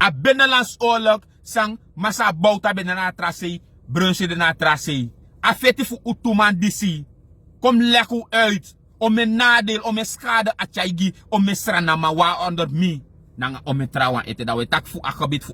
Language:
Sranan Tongo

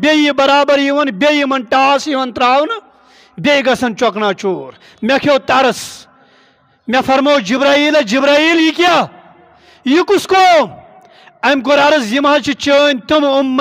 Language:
Kashmiri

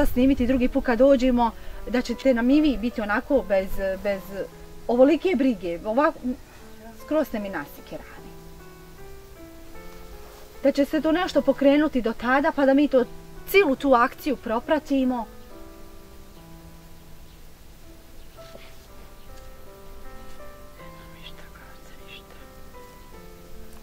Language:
Bosnian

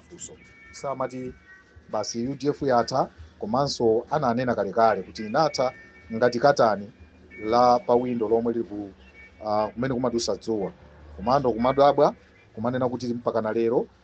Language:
Nyanja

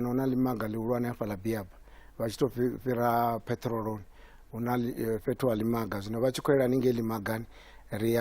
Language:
Venda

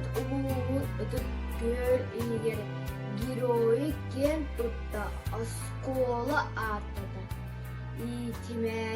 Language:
Yakut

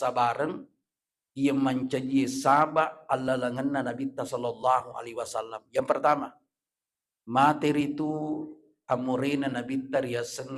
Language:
Buginese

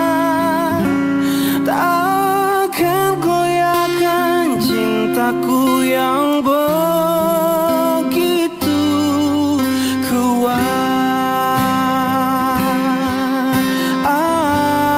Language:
Indonesian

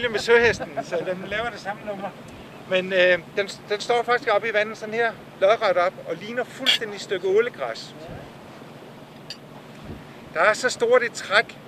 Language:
Danish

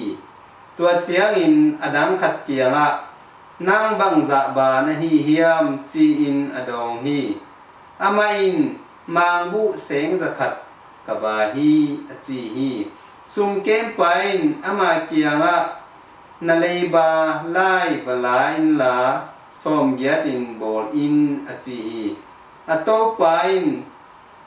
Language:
Tedim Chin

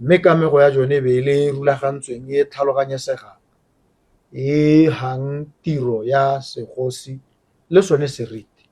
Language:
Tswana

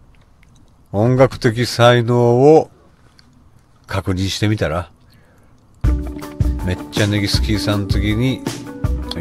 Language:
Japanese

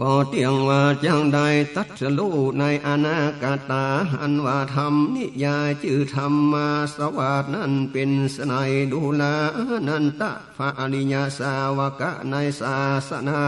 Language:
Northern Thai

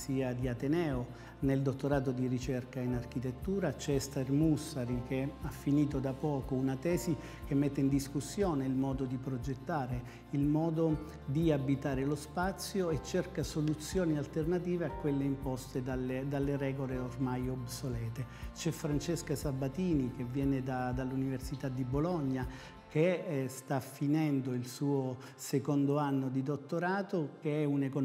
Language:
Italian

